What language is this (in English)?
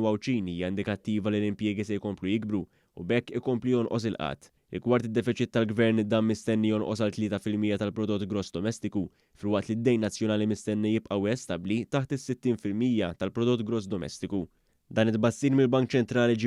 Maltese